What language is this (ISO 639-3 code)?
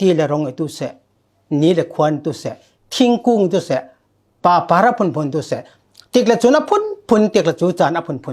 cfm